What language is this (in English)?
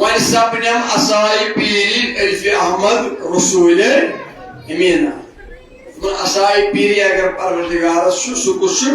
Kashmiri